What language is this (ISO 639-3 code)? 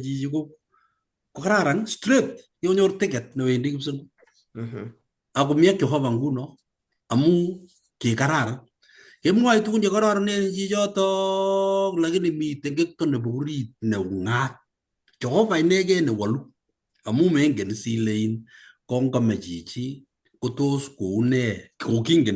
kln